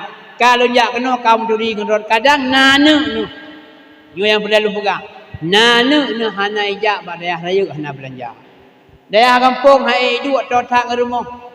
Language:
Achinese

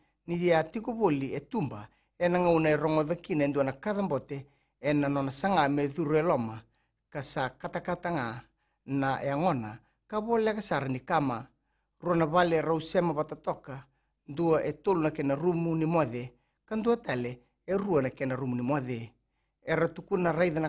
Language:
Fijian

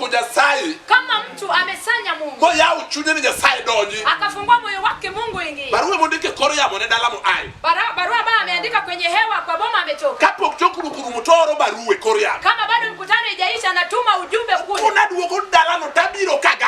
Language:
Luo (Kenya and Tanzania)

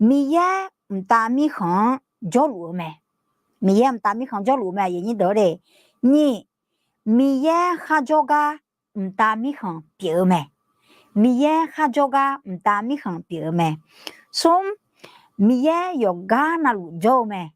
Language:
Akha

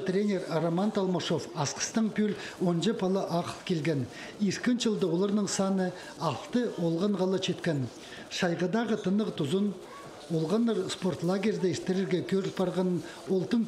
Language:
Khakas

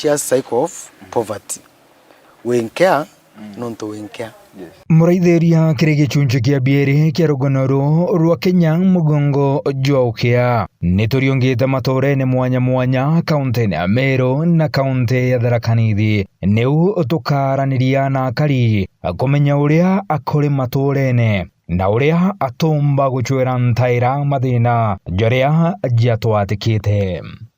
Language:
Meru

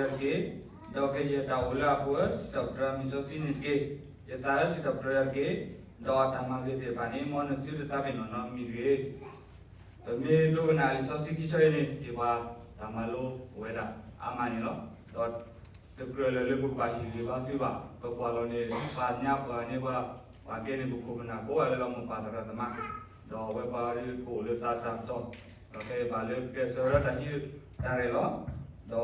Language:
S'gaw Karen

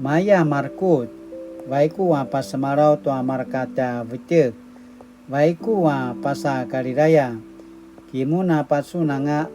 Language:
Paiwan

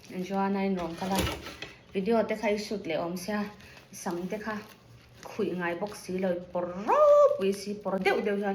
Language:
Mizo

